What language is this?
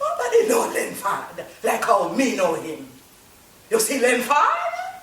Jamaican Creole English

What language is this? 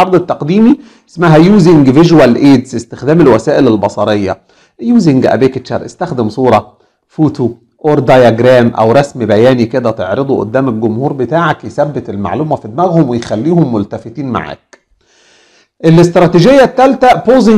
Egyptian Arabic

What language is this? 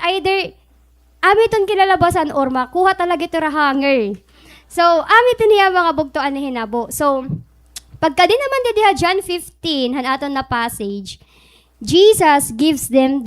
Waray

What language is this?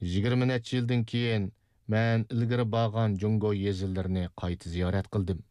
Uyghur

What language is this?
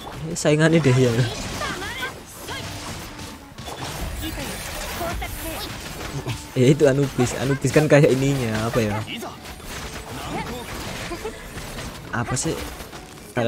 Indonesian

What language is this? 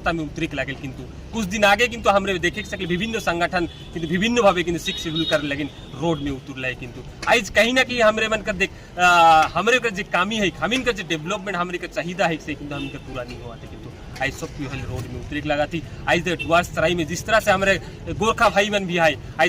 Sadri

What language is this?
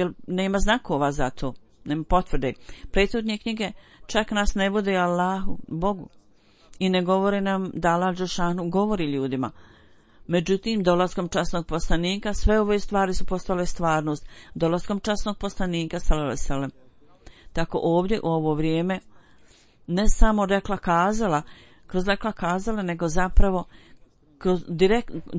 Bosnian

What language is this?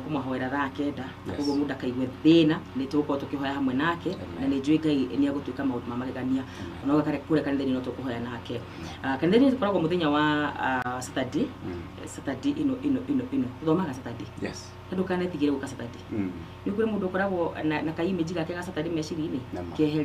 Kikuyu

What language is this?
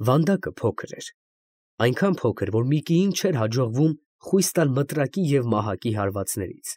Armenian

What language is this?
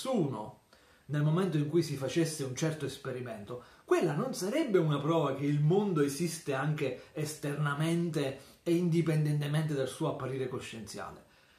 Italian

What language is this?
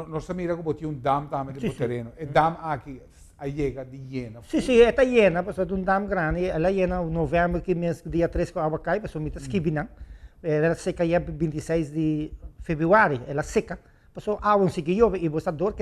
Papiamento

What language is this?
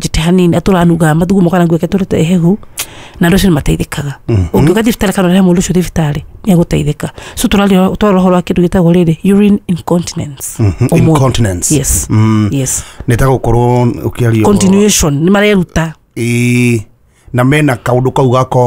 Kikuyu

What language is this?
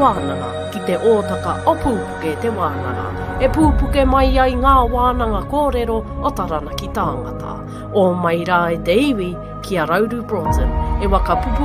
Māori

